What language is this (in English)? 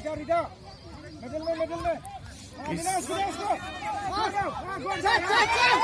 Kok Borok